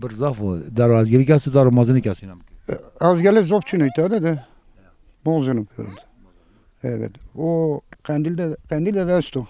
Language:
Zaza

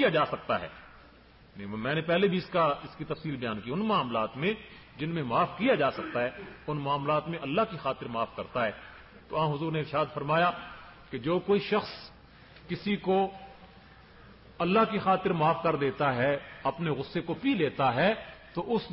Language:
Urdu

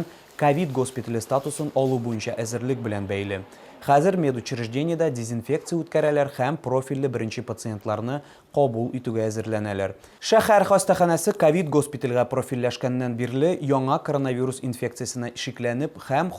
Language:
Tatar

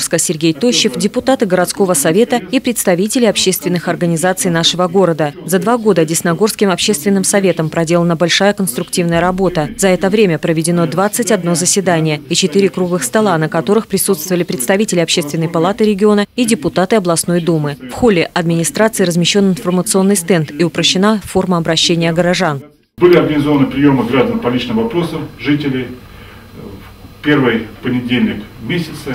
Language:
Russian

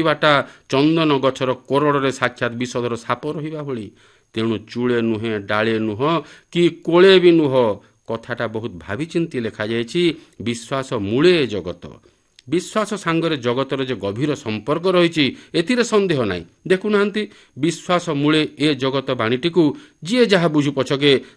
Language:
Odia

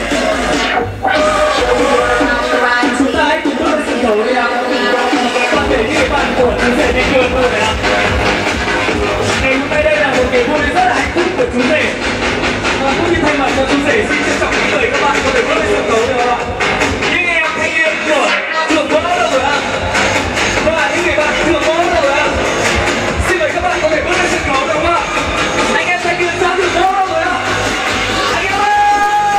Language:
Vietnamese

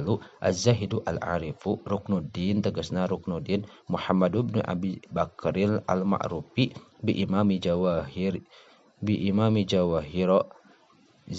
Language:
Sundanese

